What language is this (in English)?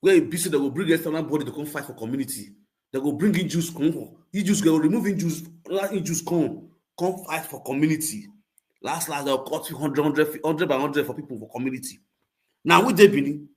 Nigerian Pidgin